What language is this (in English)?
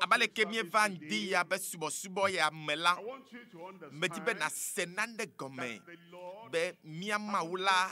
Ewe